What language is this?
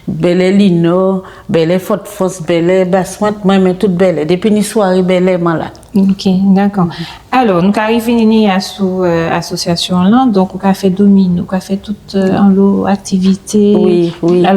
Guadeloupean Creole French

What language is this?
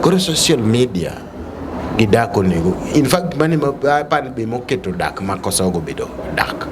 Luo (Kenya and Tanzania)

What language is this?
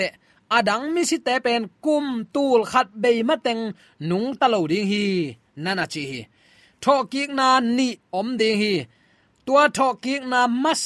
Tedim Chin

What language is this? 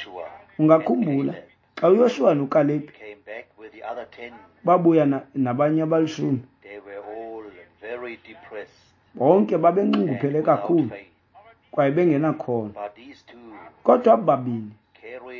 Xhosa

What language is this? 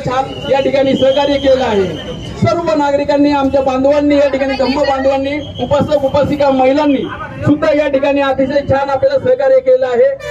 Marathi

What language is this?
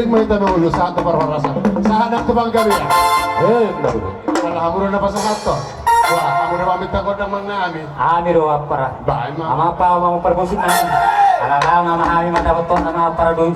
Batak Toba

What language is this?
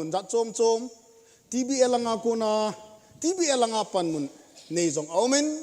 Thado Chin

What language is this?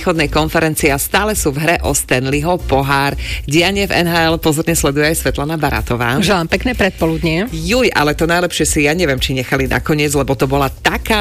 Slovak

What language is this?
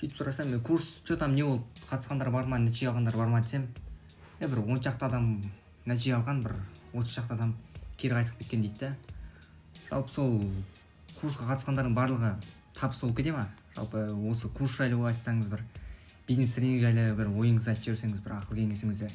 Kazakh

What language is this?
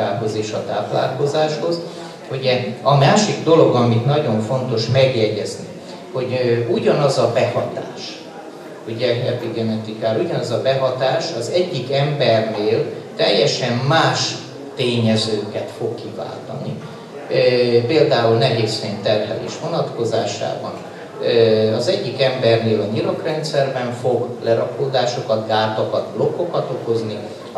Hungarian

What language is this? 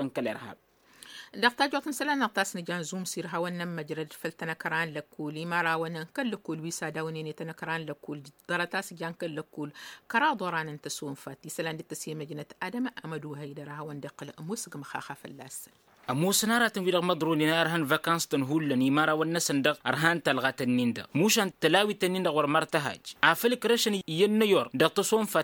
Tamasheq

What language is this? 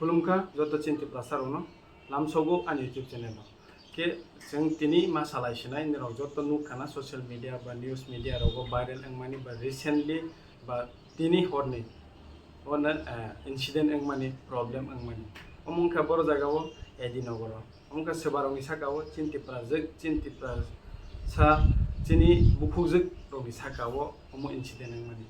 Kok Borok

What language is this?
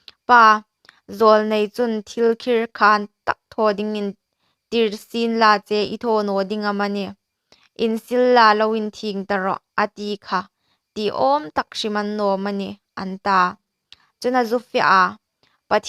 Hmar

